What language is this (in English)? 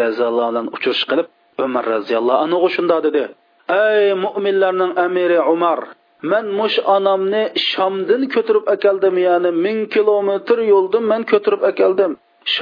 Uyghur